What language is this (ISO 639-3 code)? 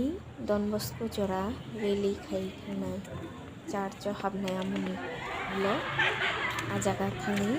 trp